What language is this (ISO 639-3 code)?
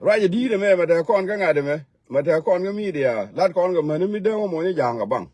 nus